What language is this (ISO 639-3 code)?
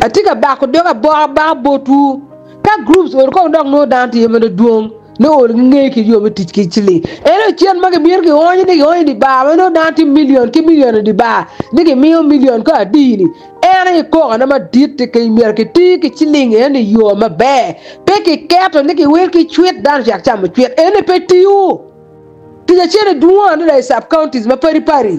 ach